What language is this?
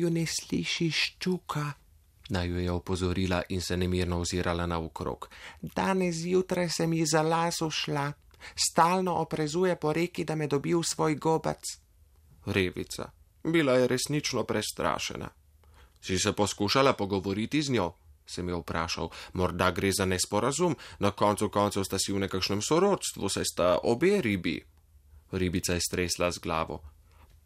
Slovenian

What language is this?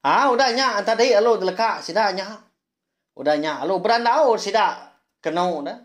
Iban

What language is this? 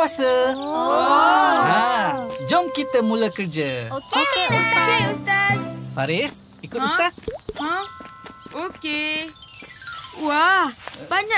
Malay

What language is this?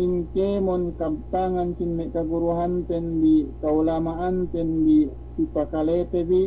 Yakan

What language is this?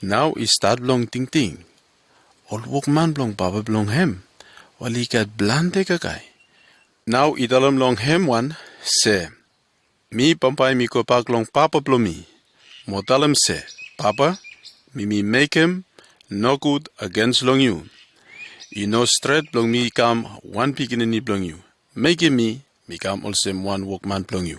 Bislama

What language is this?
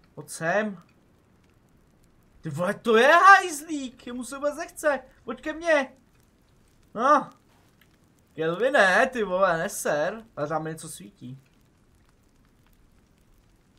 Czech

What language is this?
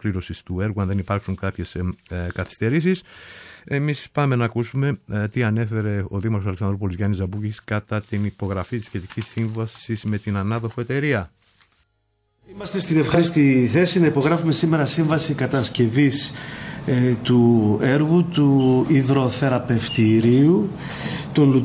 Greek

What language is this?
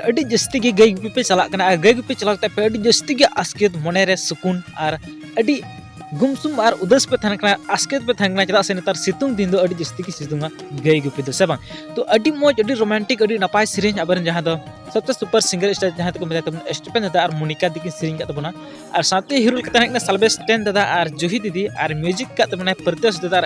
Santali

